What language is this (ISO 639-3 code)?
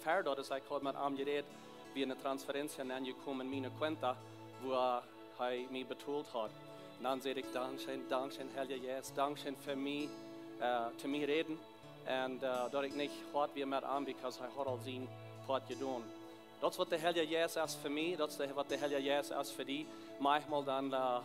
pdt